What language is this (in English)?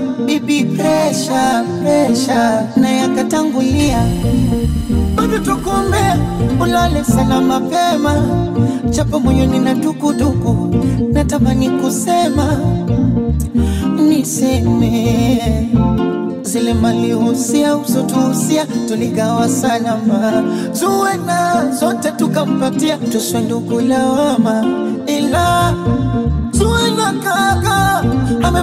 Swahili